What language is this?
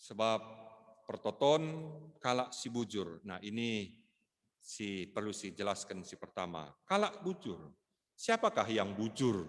Batak Karo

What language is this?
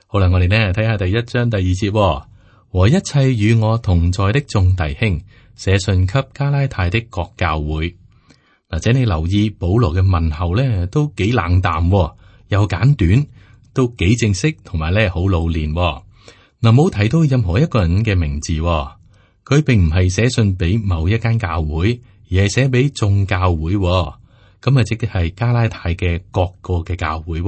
Cantonese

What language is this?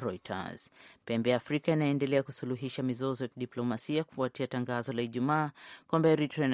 Swahili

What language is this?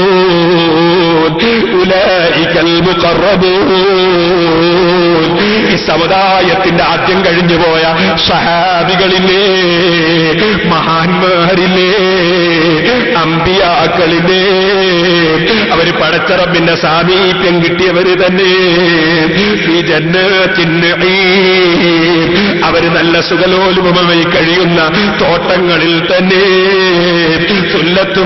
Malayalam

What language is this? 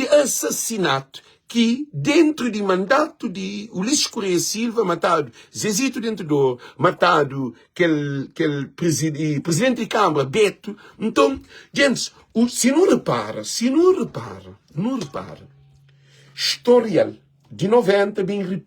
Kabuverdianu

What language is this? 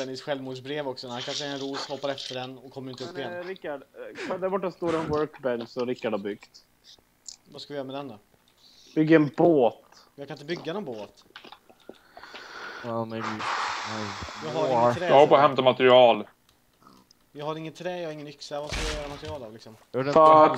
Swedish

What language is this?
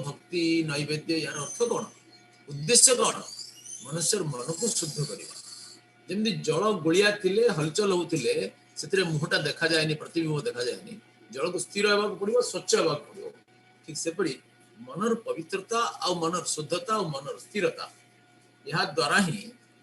Odia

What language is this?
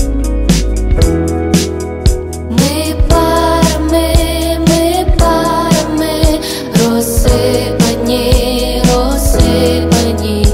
Ukrainian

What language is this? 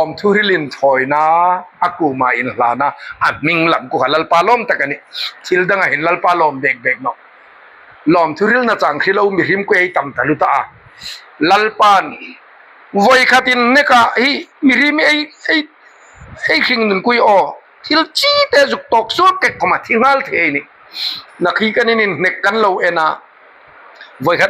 Hmar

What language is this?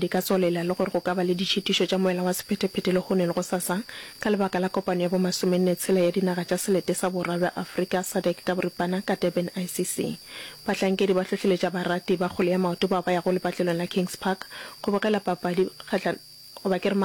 Northern Sotho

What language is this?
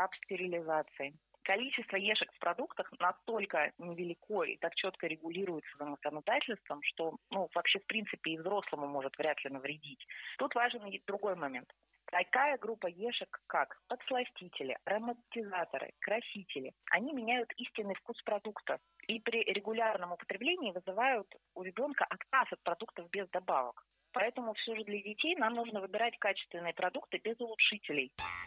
Russian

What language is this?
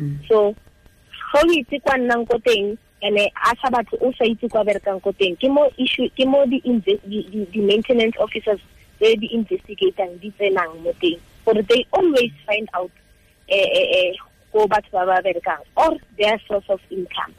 Tswana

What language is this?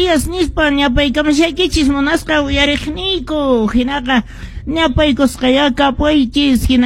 Quechua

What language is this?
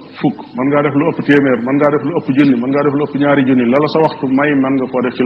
Wolof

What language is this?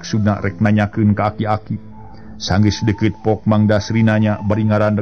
Sundanese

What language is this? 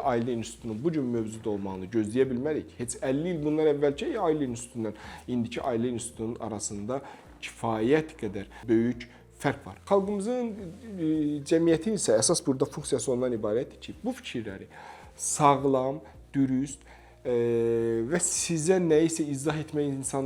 Azerbaijani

